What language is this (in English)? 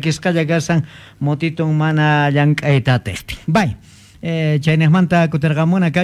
Quechua